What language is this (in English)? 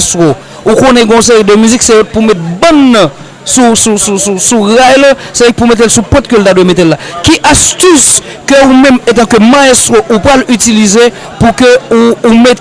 Haitian Creole